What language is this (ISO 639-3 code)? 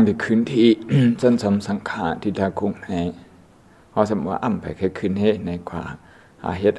shn